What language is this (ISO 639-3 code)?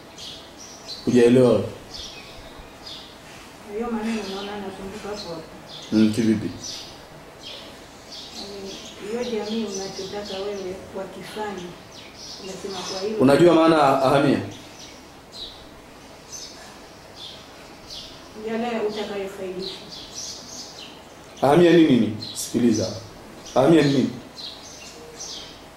swa